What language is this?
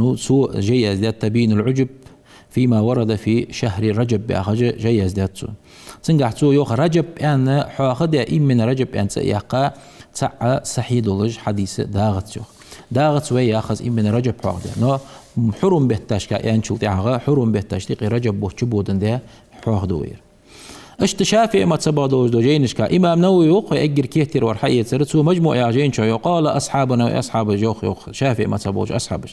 Ingush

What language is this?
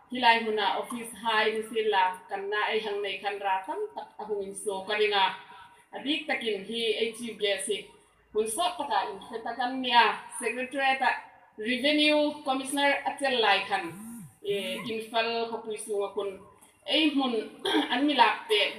Hmar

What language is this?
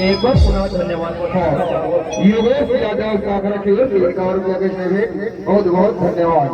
Chhattisgarhi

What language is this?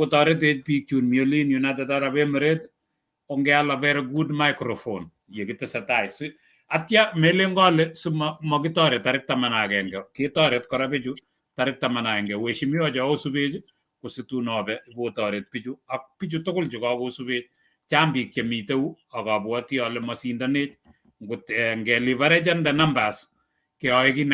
Kalenjin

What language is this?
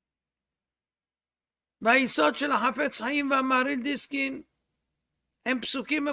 Hebrew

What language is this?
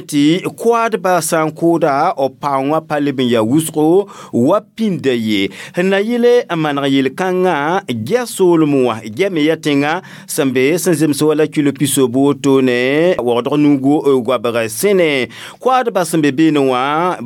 Mossi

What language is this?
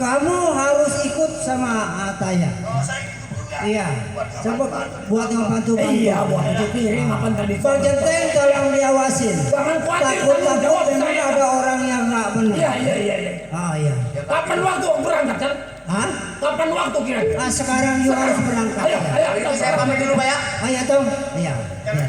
Betawi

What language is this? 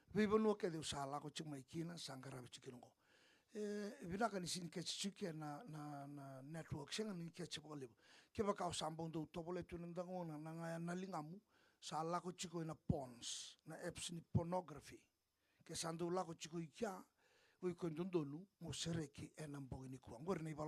Fijian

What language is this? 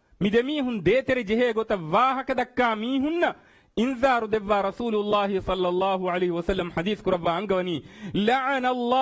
Divehi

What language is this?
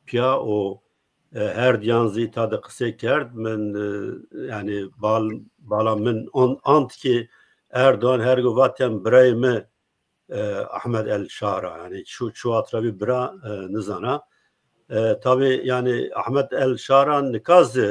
Zaza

